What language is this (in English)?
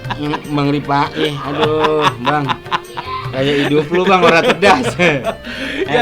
Betawi